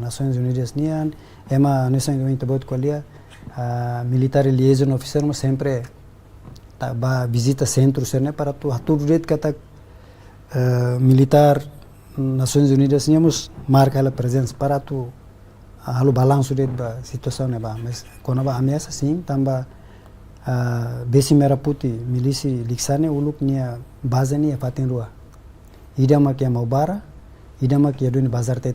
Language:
Tetum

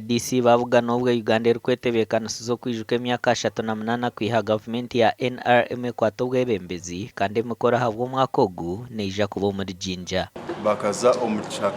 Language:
Nyankole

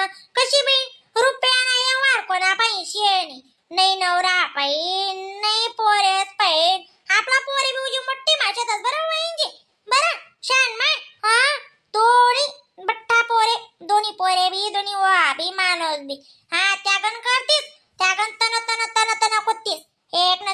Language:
Khandesi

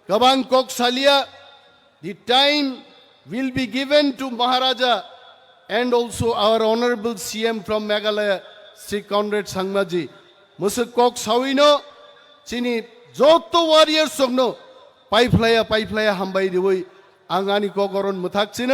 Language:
Kok Borok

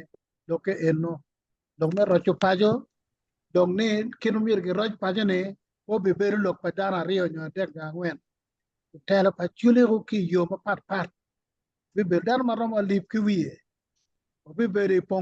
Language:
Acoli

